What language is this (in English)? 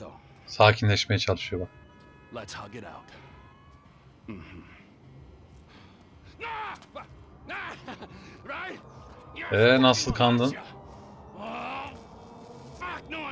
Turkish